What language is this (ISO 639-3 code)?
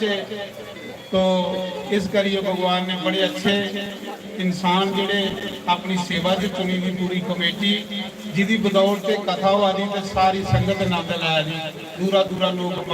doi